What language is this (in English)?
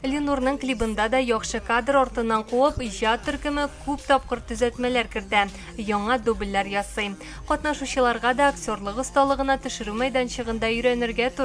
Tatar